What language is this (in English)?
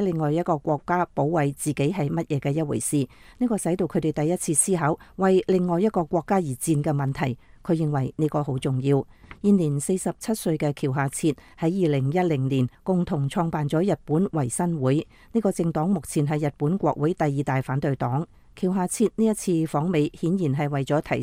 Cantonese